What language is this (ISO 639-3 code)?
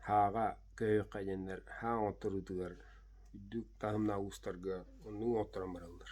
sah